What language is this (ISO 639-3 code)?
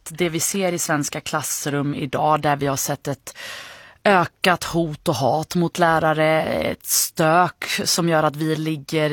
swe